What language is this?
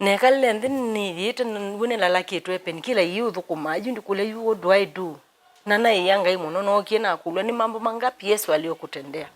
Kamba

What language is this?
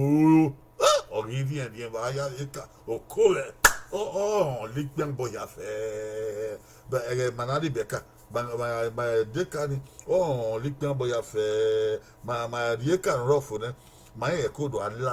Bini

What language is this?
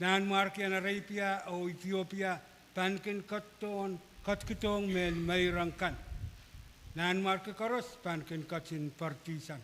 Pohnpeian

